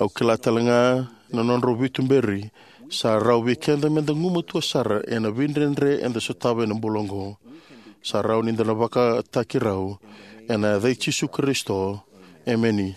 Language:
Fijian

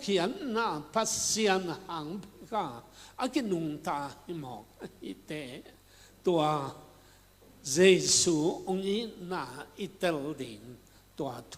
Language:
Tedim Chin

